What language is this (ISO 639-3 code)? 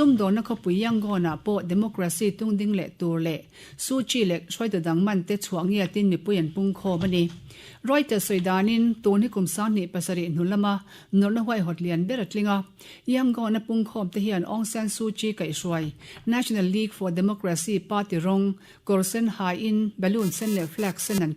lus